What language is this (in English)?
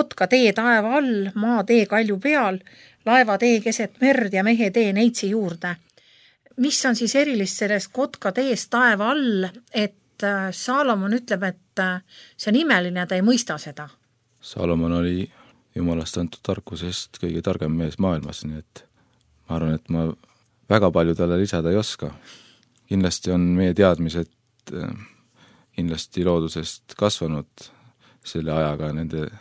Estonian